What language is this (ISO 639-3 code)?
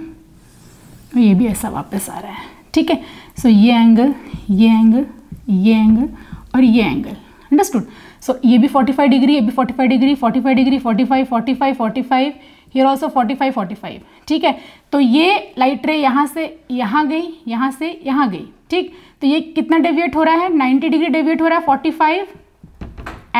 hin